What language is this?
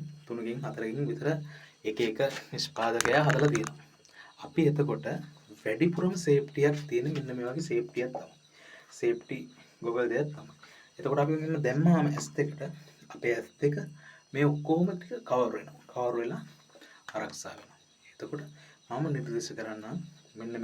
Sinhala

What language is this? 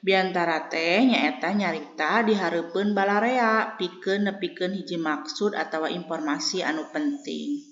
Sundanese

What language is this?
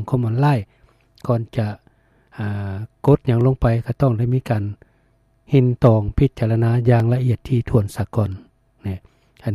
Lao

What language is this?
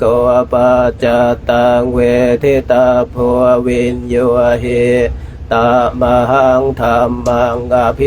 Pali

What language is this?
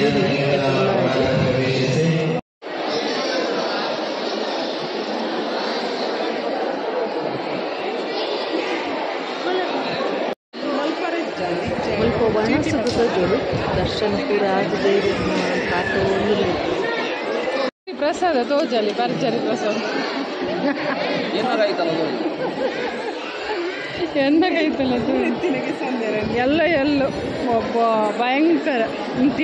Tulu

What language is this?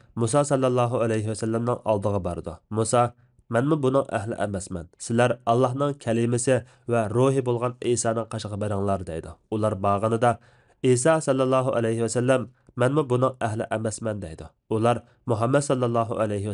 Uyghur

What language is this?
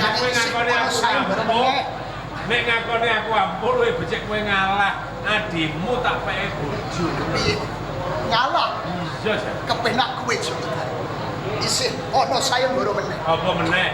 Javanese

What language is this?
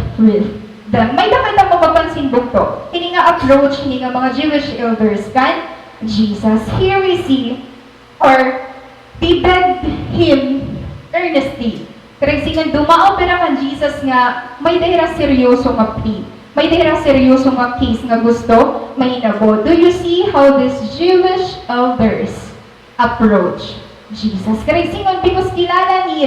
Waray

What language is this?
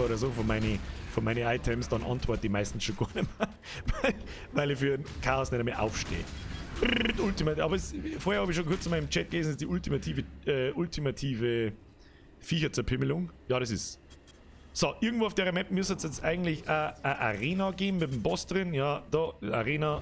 Bavarian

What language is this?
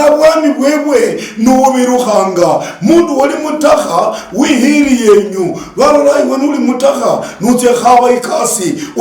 Luyia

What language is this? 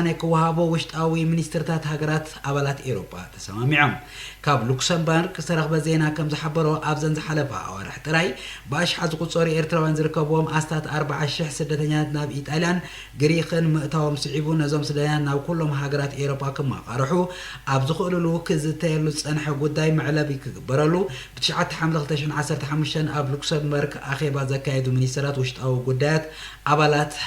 Tigrinya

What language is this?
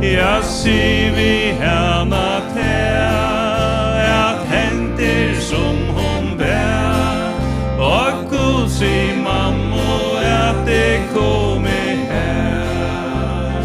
Faroese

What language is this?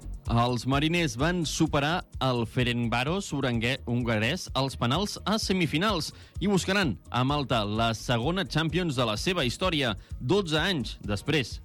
Catalan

